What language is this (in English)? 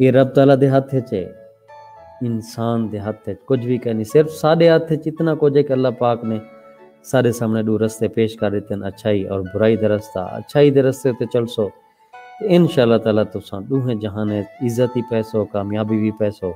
Saraiki